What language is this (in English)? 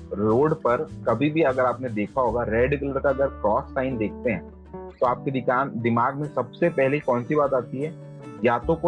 Hindi